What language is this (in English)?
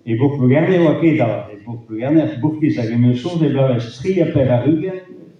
Breton